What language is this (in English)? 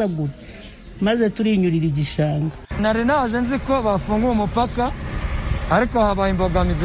Kinyarwanda